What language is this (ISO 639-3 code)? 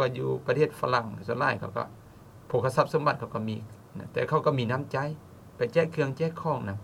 lao